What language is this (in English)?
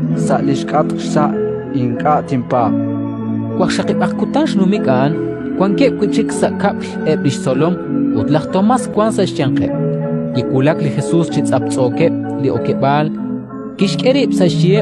Kekchí